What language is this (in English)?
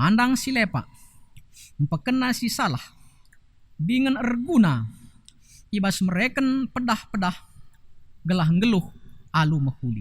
Batak Karo